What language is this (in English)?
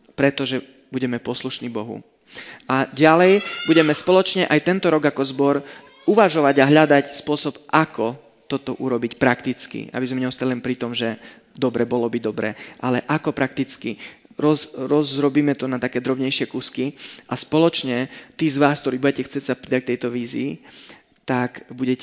Slovak